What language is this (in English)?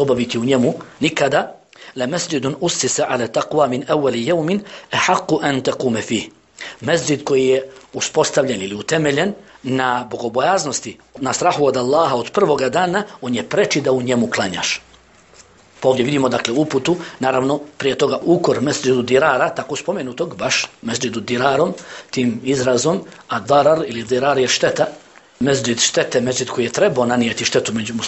Bosnian